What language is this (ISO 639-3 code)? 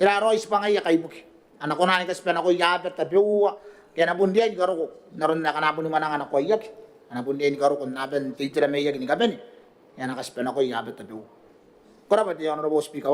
gil